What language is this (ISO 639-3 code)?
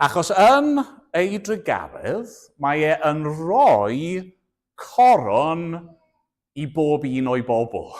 cym